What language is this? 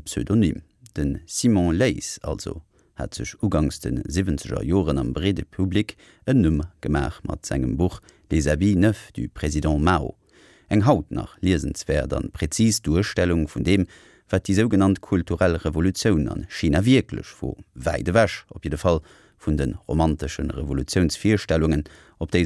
Luxembourgish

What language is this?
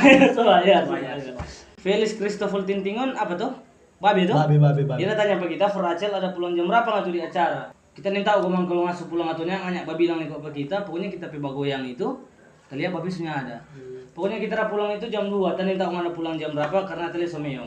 Manado Malay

